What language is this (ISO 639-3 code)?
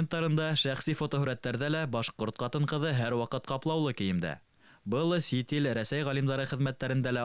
bak